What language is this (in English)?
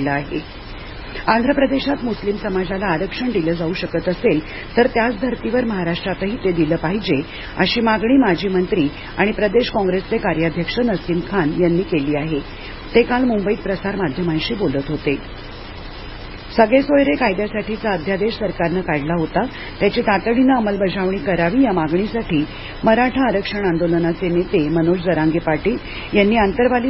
Marathi